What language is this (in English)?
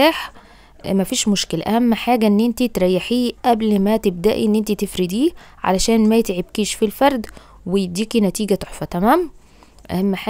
Egyptian Arabic